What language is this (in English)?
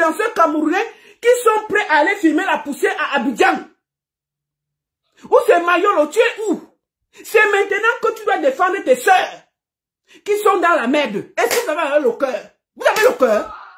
French